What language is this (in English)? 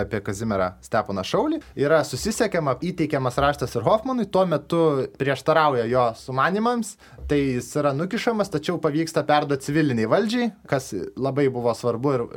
Lithuanian